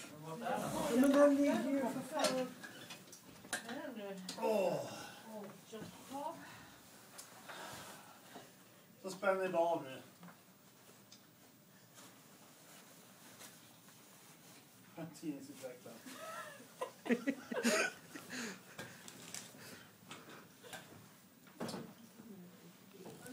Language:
Swedish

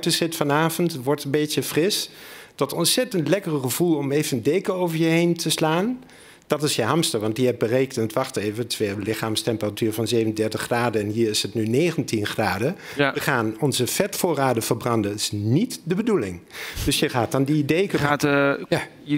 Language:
Dutch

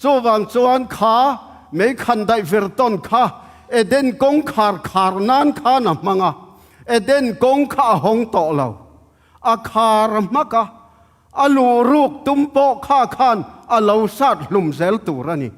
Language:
Tedim Chin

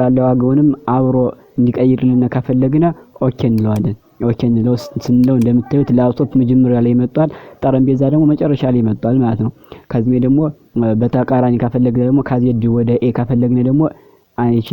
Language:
Amharic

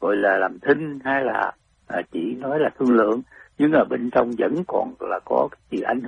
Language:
Vietnamese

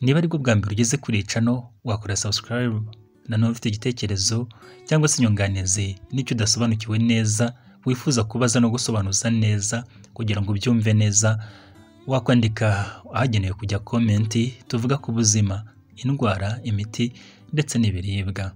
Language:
Kinyarwanda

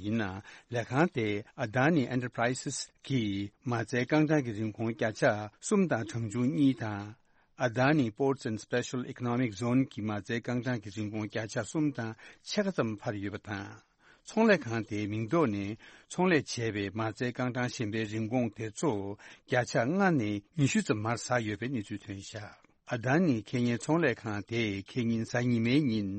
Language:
Tibetan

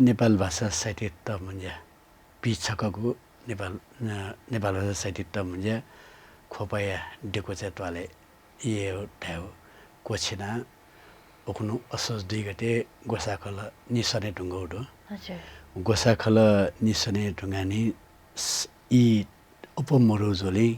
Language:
Newari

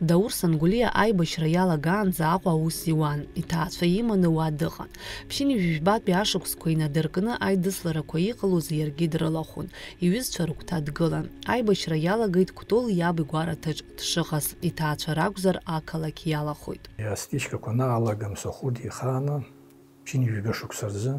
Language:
Abkhazian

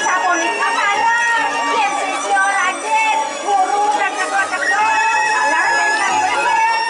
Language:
Balinese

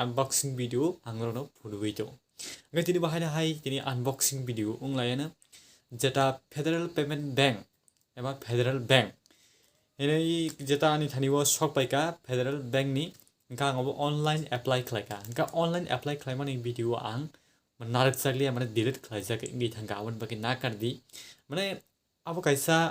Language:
Kok Borok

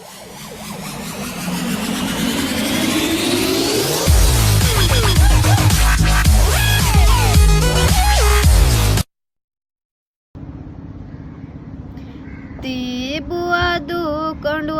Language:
Divehi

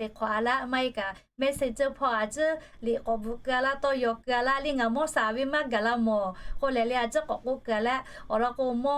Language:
Lahu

